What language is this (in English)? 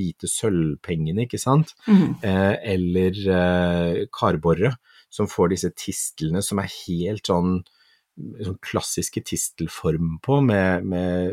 Norwegian